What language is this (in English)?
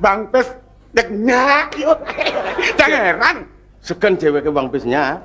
Balinese